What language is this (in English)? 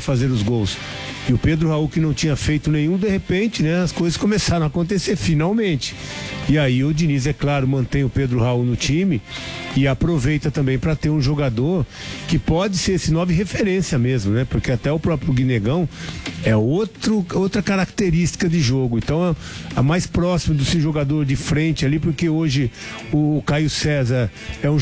Portuguese